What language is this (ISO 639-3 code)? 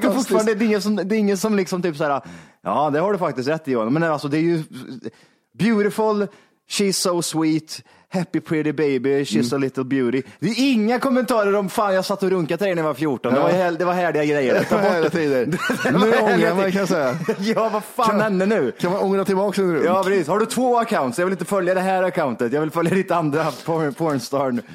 swe